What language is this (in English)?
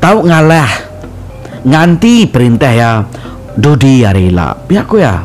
Iban